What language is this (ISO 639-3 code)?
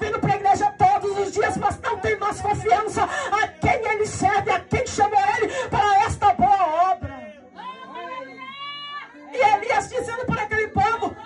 por